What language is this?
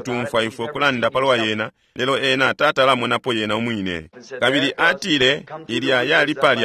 Bemba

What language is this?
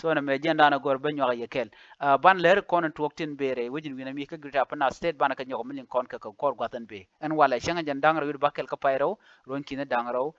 Nuer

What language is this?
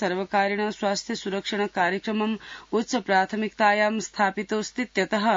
Sanskrit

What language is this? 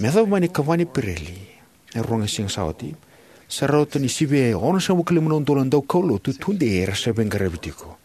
Fijian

